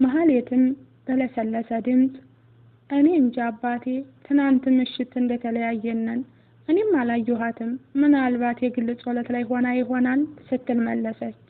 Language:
Amharic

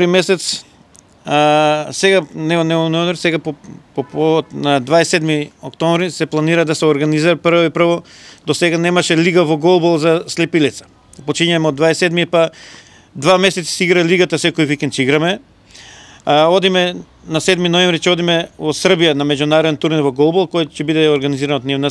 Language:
Macedonian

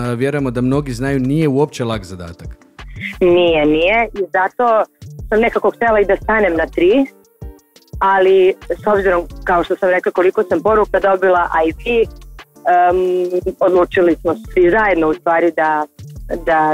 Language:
Croatian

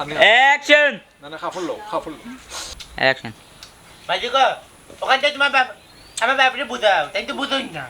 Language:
Sylheti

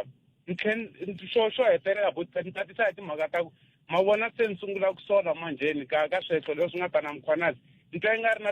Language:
Tsonga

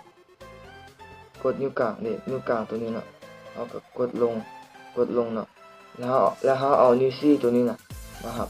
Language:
Lao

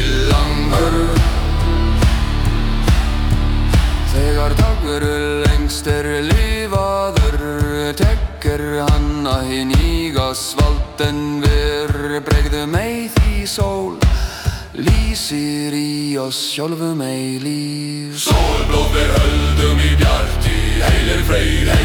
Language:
Icelandic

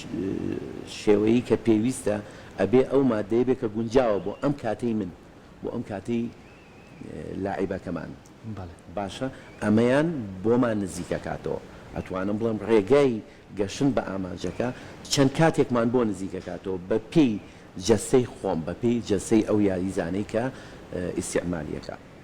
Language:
Central Kurdish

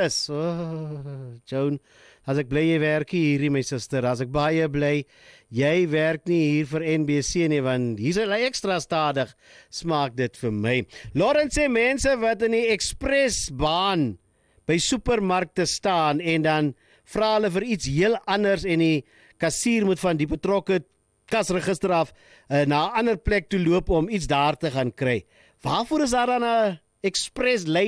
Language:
Afrikaans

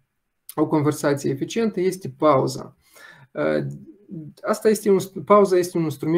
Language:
Romanian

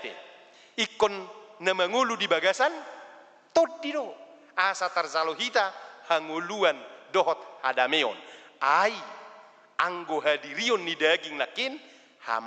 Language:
Batak Toba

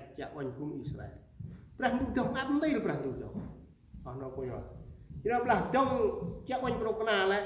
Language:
Central Mnong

